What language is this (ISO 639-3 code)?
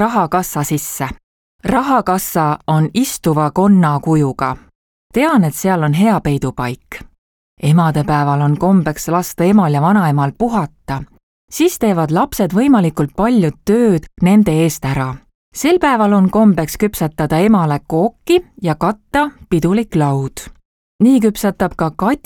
est